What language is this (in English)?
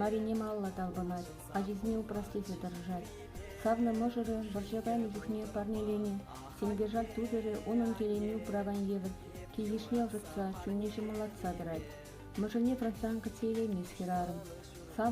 Chuvash